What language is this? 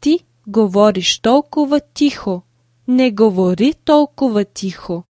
Bulgarian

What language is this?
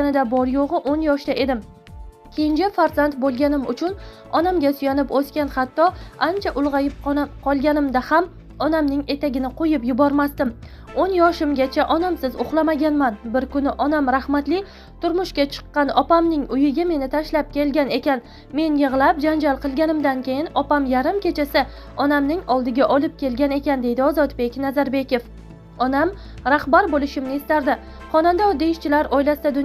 Uzbek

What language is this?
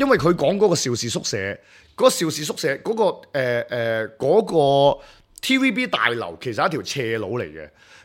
Cantonese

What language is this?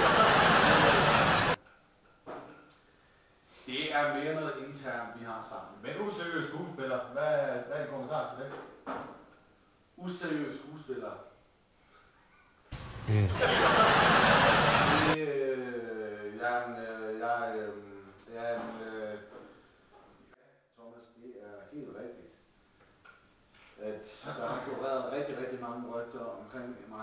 Danish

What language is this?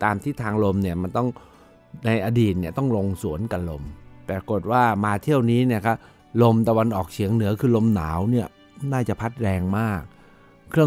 Thai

